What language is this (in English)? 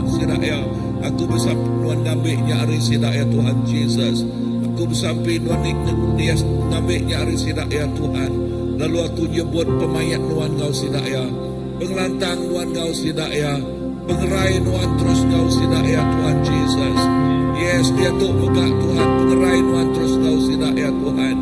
Iban